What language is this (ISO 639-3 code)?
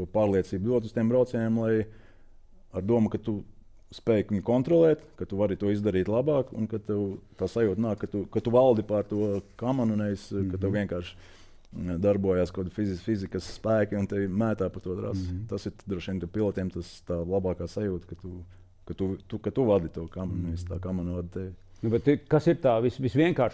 lav